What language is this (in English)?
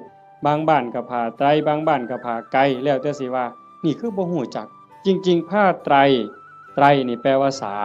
Northeastern Thai